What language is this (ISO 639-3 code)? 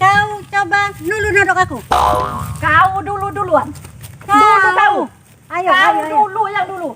mui